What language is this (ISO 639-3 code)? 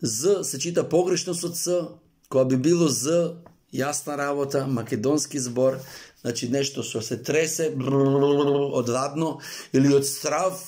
mkd